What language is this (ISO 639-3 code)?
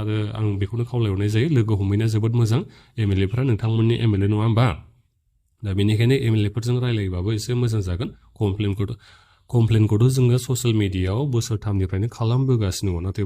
brx